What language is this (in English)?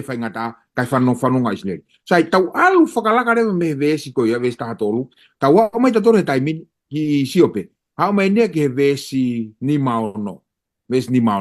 Tongan